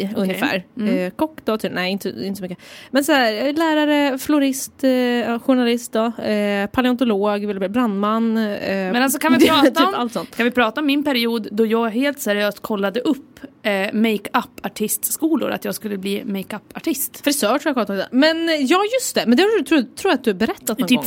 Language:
Swedish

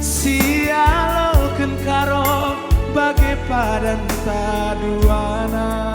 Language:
Batak Karo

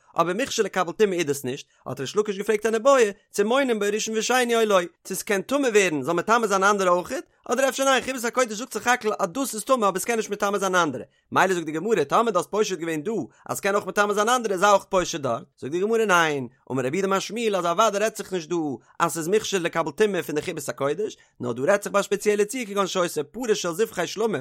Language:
Yiddish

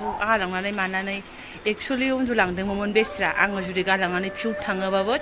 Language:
Bodo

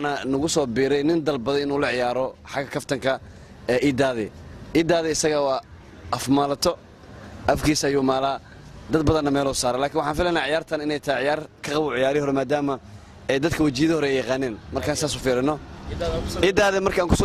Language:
Somali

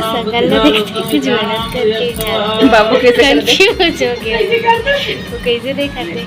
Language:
Chhattisgarhi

